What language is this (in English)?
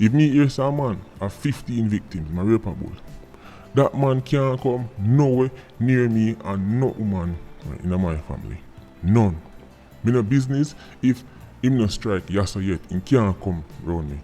Jamaican Creole English